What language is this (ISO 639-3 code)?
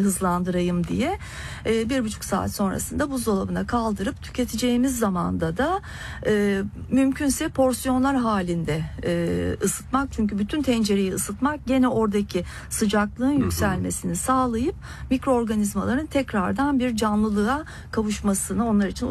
tur